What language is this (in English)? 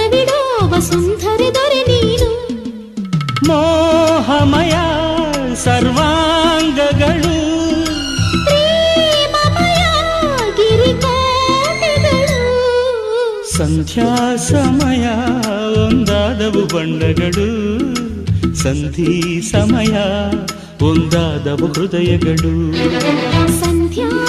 Kannada